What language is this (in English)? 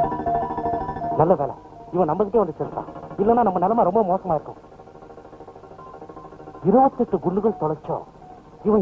Tamil